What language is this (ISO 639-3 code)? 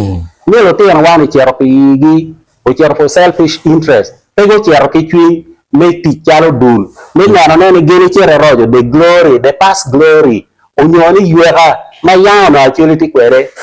ach